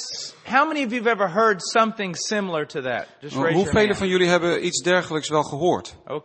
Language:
Dutch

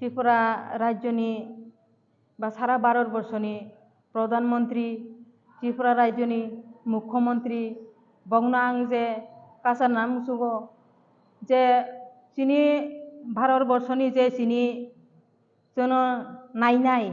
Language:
Riang (India)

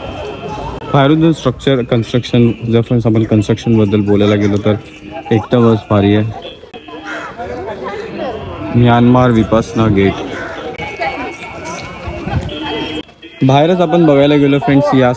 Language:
Marathi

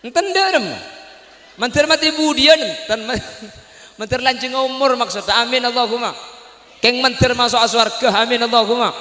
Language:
Madurese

